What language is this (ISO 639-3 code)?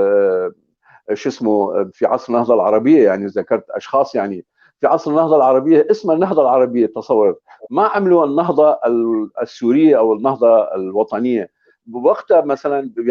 apc